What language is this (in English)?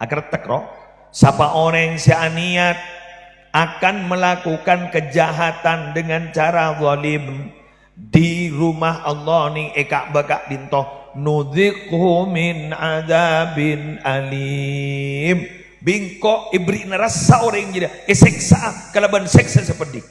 Madurese